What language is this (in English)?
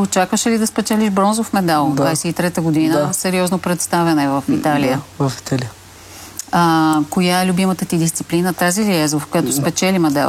Bulgarian